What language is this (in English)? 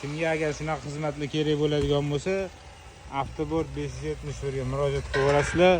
Uzbek